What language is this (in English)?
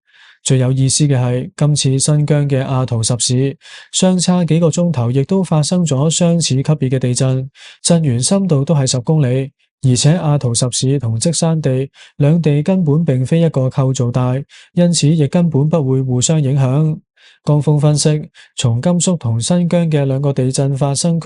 Cantonese